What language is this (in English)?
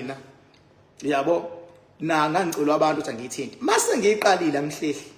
Zulu